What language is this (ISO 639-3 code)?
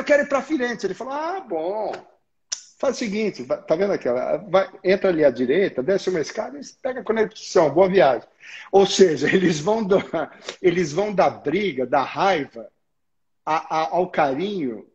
por